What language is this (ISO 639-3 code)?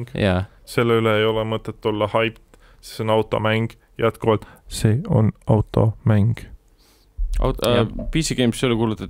est